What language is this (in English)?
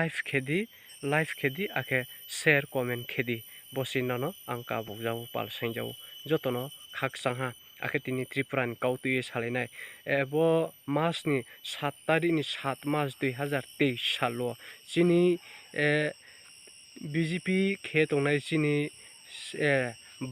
Riang (India)